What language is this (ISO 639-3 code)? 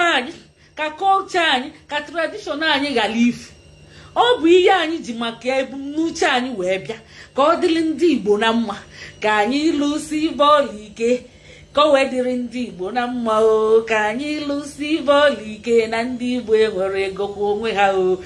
ibo